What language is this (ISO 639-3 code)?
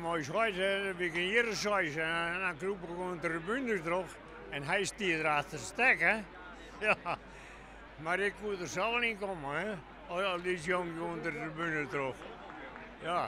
fry